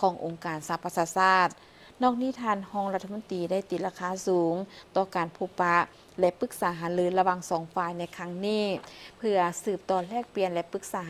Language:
Lao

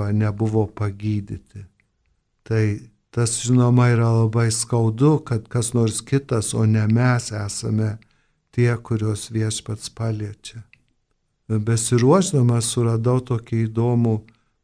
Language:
Lithuanian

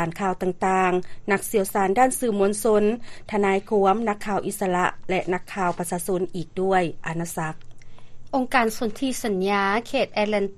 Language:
Lao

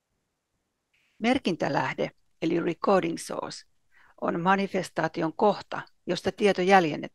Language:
Finnish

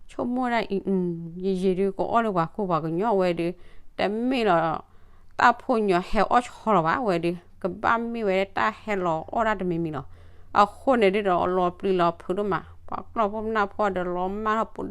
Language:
S'gaw Karen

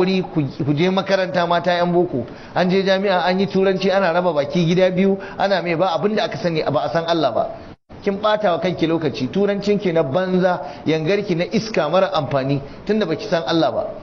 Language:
Hausa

